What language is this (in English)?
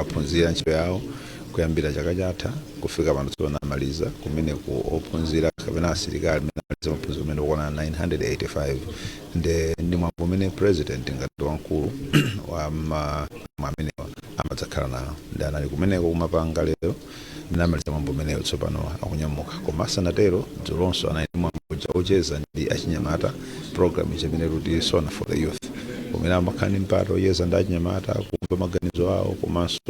Nyanja